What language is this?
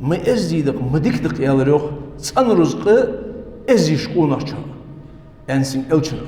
Ingush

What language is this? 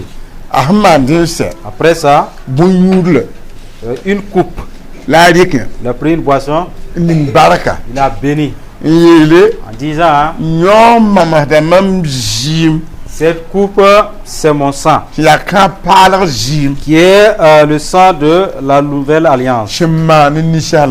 Mossi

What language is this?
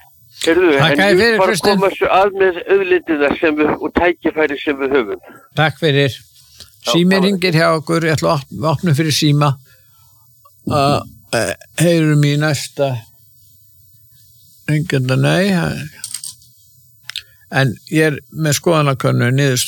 Icelandic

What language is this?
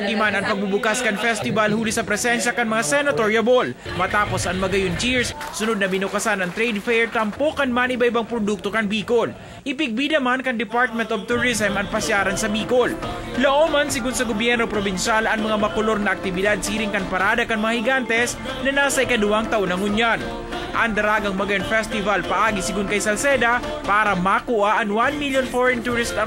Bikol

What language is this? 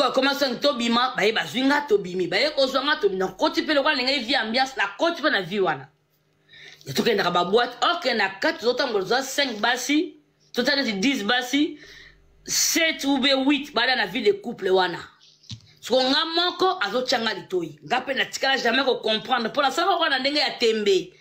Lingala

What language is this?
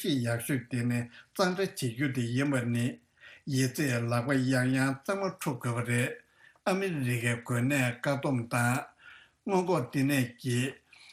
Tibetan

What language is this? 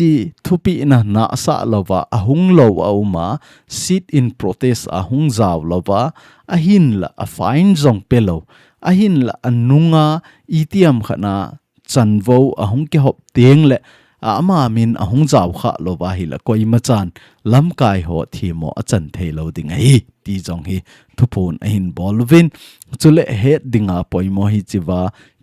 Thado Chin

